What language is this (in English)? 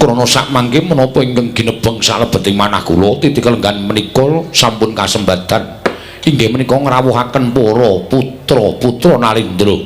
Javanese